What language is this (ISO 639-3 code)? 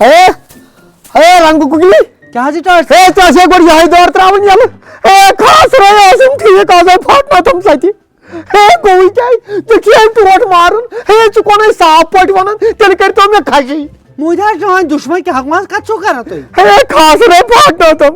kas